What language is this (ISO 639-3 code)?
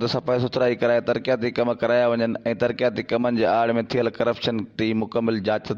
snd